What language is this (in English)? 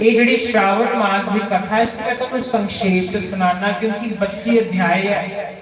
Dogri